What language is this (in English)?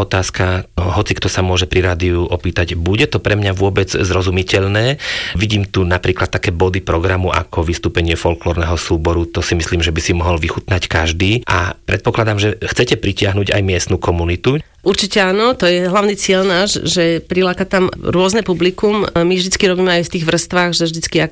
Slovak